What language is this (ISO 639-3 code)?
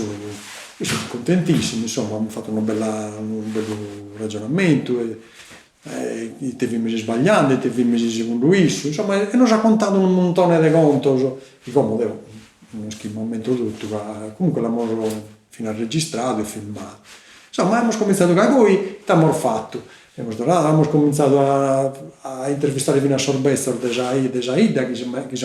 srd